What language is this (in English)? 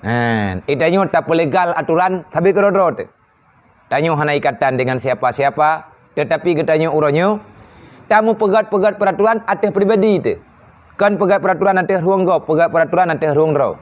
Achinese